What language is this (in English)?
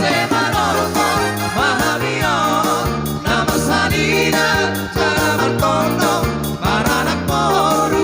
Batak Toba